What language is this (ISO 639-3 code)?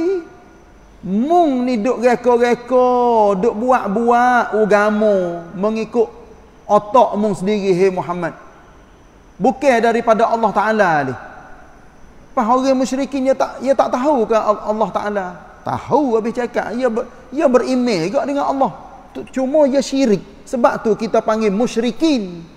msa